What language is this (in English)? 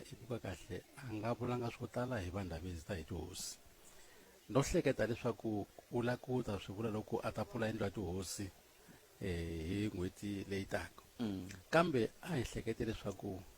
Tsonga